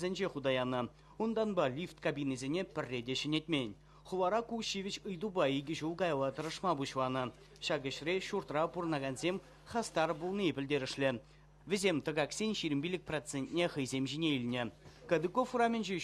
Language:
Chuvash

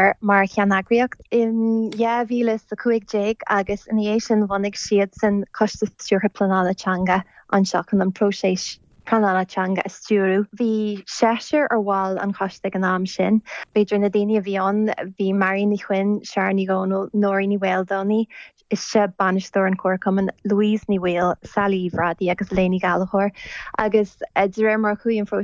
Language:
Irish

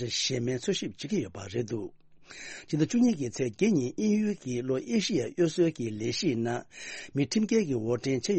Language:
Tibetan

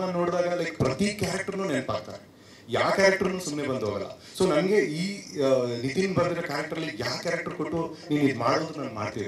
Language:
Kannada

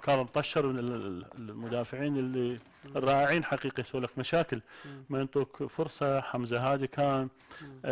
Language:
Arabic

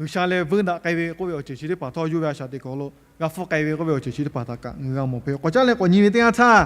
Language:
Lahu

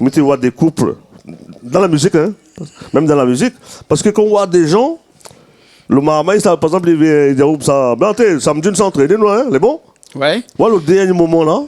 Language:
Réunion Creole French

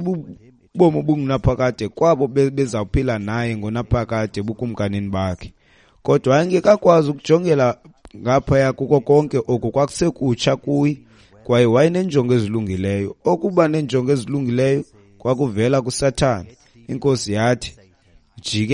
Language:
Xhosa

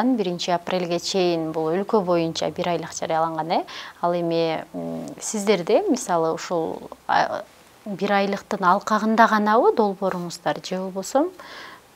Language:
Kyrgyz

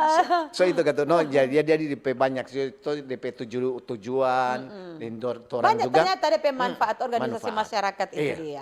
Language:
Manado Malay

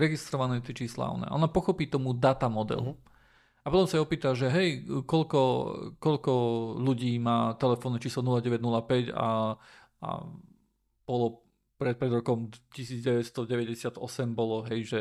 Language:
Slovak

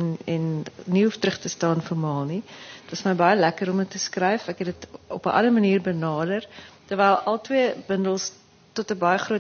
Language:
Afrikaans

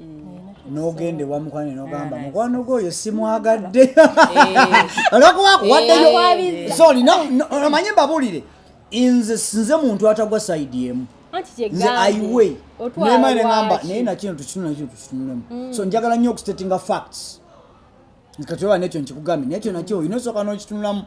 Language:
Ganda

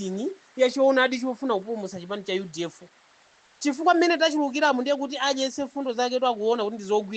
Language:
Nyanja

